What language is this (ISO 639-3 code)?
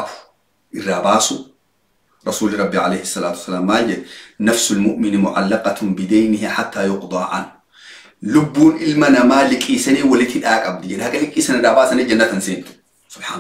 orm